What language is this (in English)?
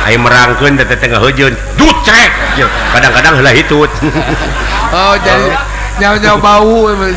Sundanese